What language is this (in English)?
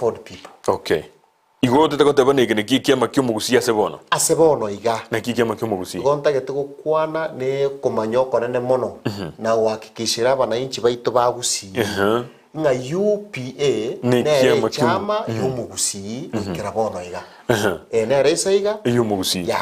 Gusii